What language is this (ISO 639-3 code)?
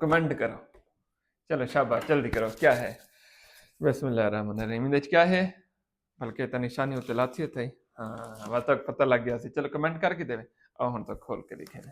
skr